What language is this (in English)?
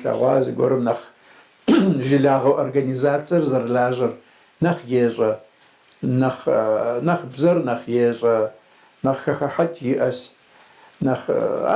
Kabardian